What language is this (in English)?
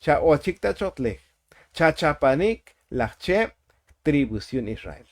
Tzotzil